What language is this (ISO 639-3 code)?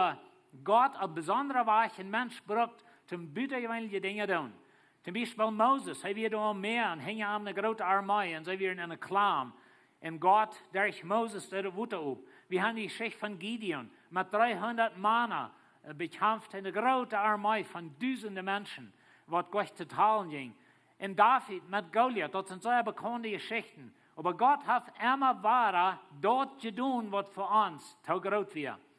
pdt